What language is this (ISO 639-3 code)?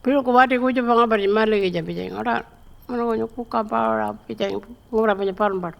pjt